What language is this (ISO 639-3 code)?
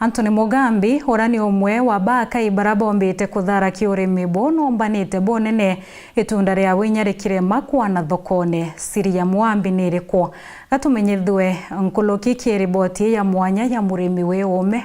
mer